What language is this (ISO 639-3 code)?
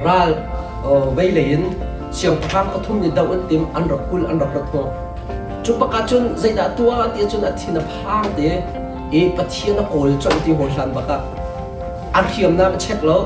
cnh